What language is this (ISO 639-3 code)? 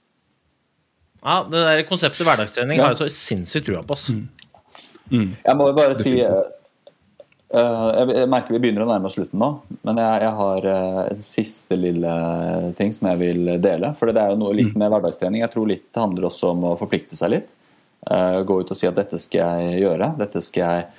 nor